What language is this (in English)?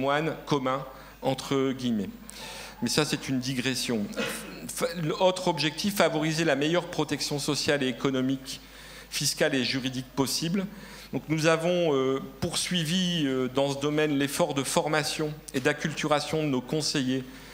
French